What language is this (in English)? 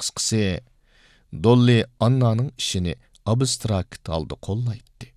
Uyghur